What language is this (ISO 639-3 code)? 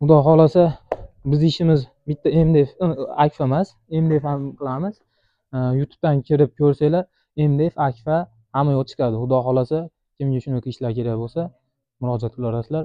uzb